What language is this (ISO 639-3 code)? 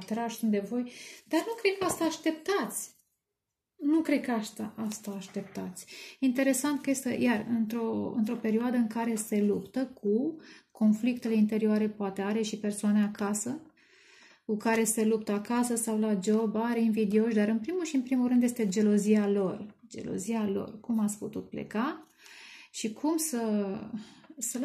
ron